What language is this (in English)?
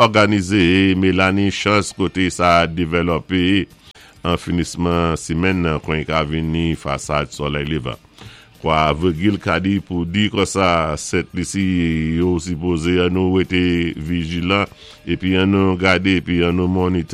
Saint Lucian Creole French